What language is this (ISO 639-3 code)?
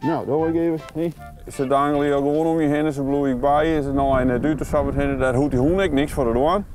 fry